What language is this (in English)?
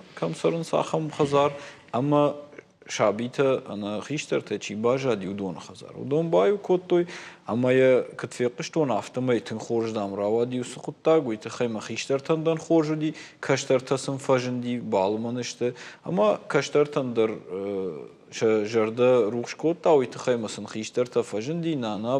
Ossetic